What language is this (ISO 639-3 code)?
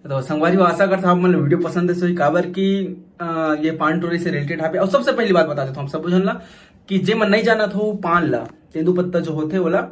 hne